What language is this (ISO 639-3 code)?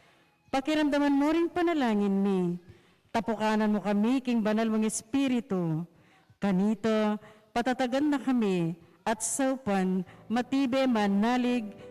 pam